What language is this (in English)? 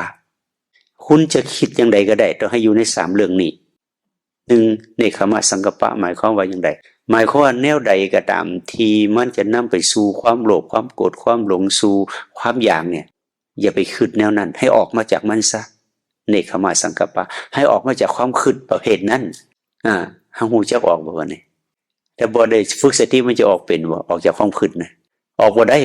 Northeastern Thai